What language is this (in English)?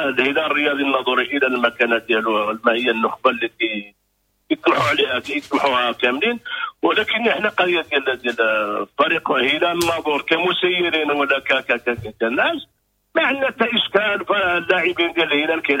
Moroccan Arabic